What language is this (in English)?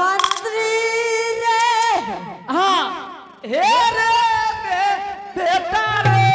Angika